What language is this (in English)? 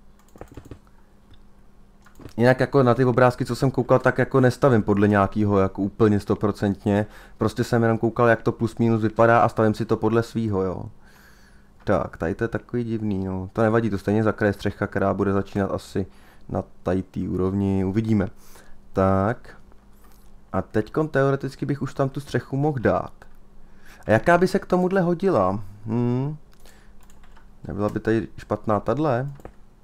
Czech